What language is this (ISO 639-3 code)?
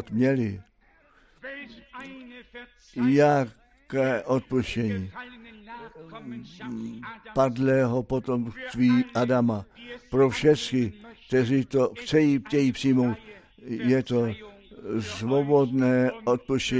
ces